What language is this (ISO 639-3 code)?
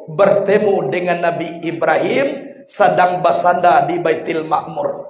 min